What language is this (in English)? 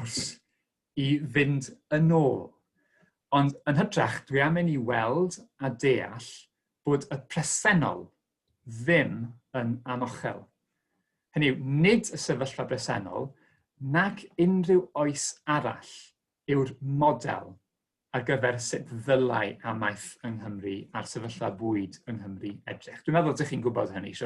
Welsh